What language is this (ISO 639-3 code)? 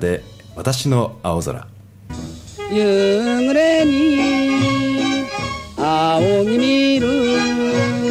jpn